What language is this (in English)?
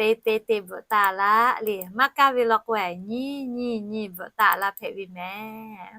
Lahu